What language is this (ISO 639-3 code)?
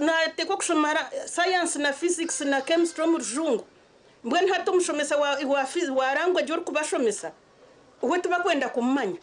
nyn